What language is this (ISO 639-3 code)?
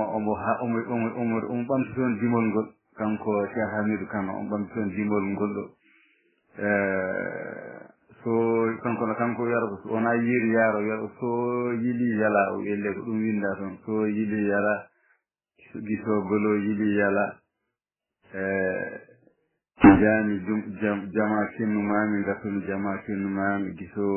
ful